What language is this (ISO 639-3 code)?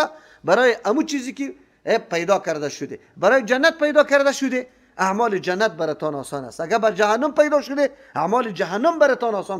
fas